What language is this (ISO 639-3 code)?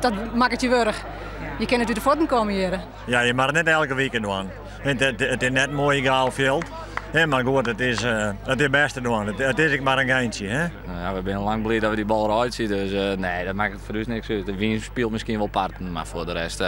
fry